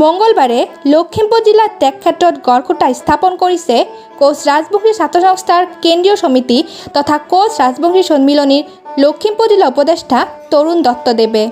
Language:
Assamese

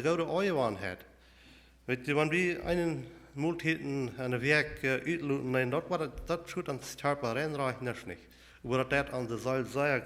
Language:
Plautdietsch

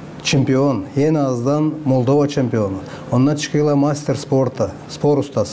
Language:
Gagauz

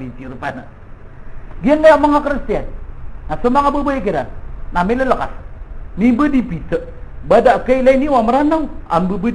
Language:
Maranao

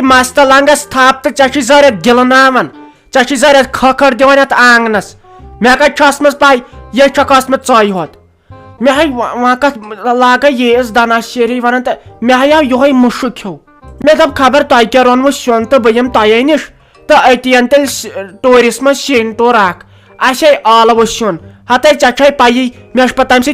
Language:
Kashmiri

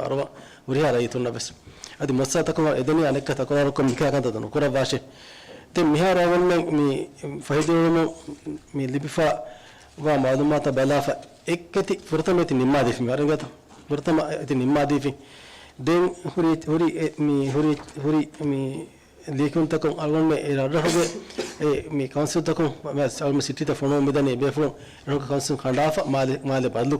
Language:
Divehi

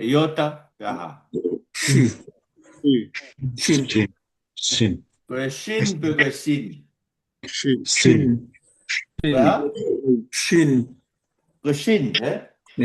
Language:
Tongan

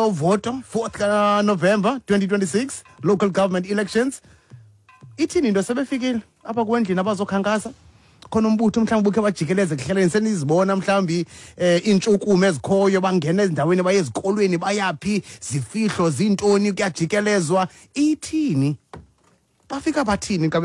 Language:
Xhosa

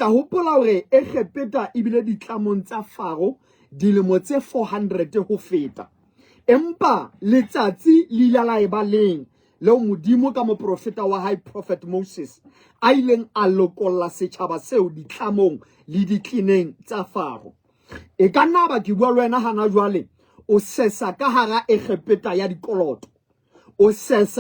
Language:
Southern Sotho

